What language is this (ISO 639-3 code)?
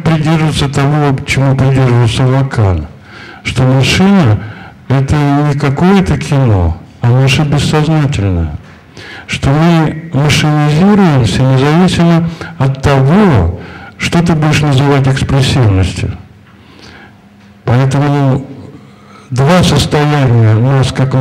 rus